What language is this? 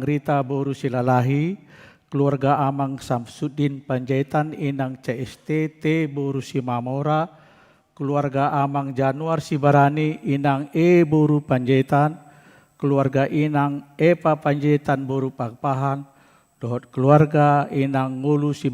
Batak Toba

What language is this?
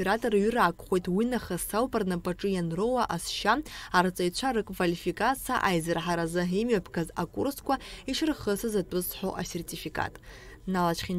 Abkhazian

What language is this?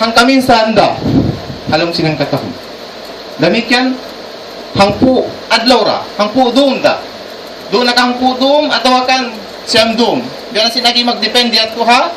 Tausug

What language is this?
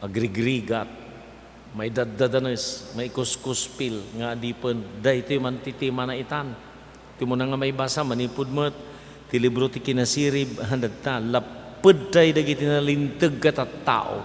Iloko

